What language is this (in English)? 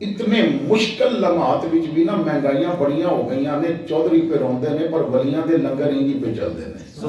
Western Panjabi